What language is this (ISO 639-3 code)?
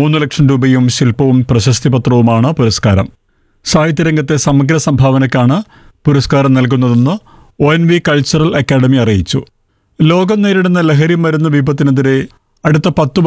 mal